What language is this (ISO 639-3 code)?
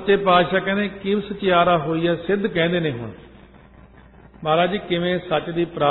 pan